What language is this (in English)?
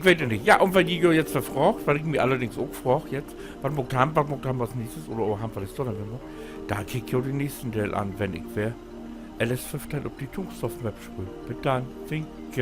Low German